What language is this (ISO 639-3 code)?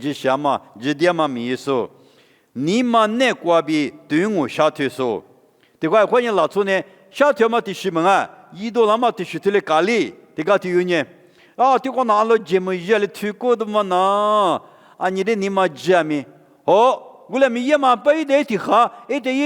lis